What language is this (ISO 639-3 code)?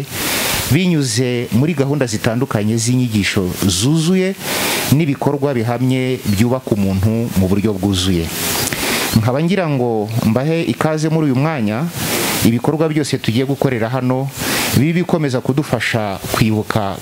kin